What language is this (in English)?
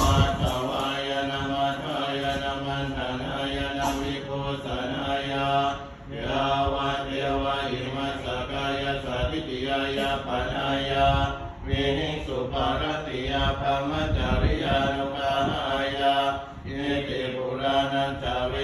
Pali